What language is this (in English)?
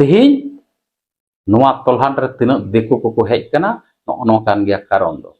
Santali